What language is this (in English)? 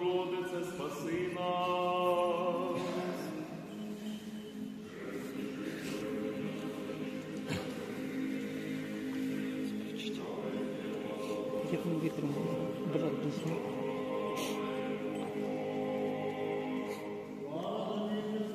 Ukrainian